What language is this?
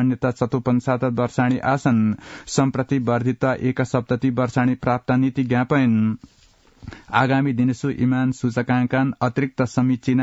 Sanskrit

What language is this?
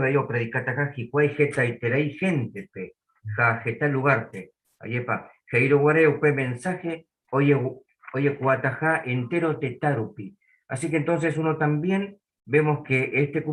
Guarani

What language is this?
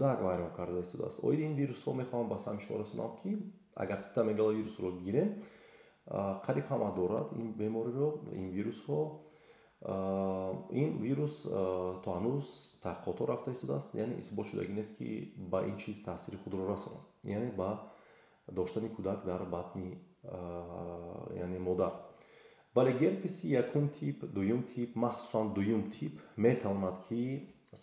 Tajik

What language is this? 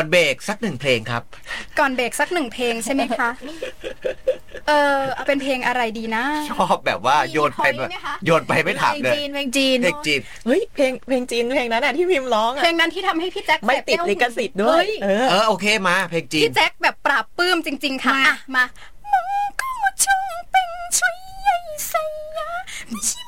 Thai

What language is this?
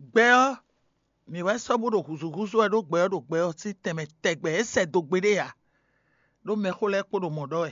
Fon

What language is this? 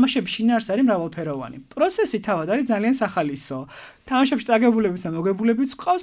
Georgian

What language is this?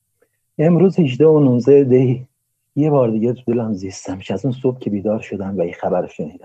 Persian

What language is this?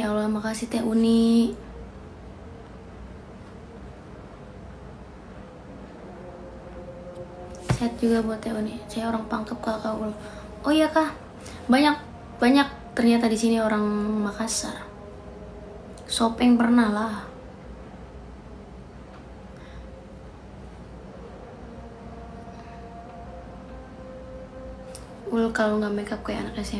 Indonesian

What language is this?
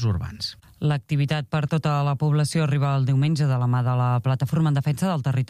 Catalan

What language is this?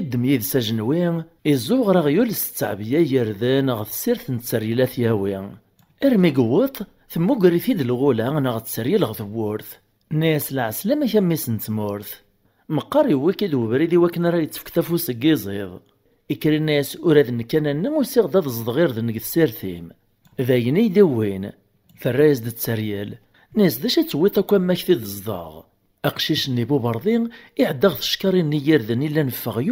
Kabyle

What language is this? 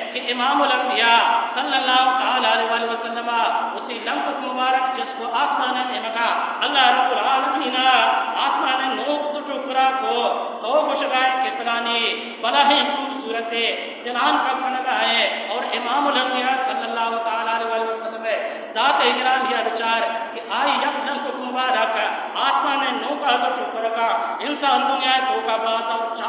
Baluchi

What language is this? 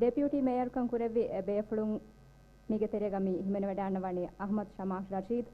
Divehi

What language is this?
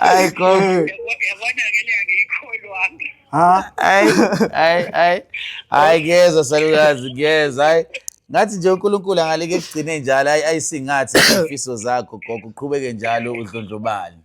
Zulu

